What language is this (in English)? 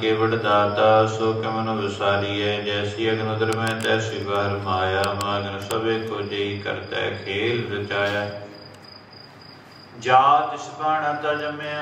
Punjabi